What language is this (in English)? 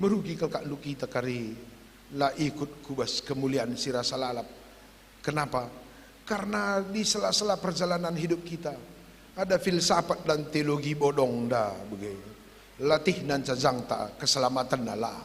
Batak Karo